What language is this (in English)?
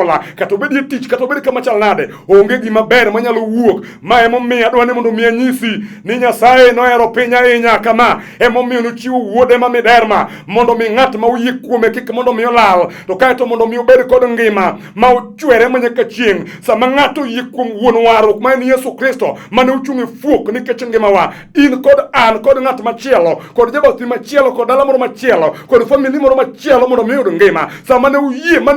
Luo (Kenya and Tanzania)